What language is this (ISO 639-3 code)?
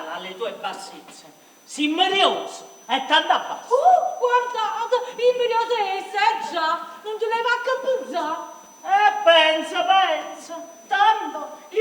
nap